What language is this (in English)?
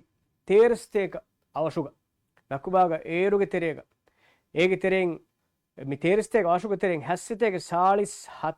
Divehi